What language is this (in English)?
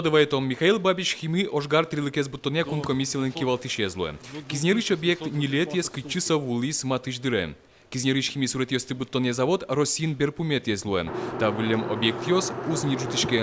Udmurt